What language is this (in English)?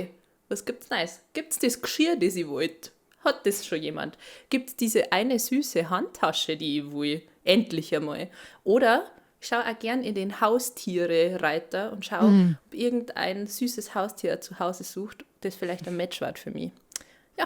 Bavarian